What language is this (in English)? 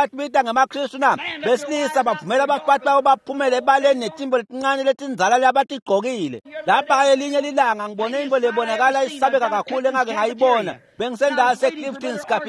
Swati